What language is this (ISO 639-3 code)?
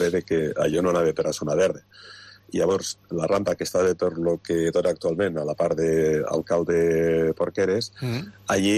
cat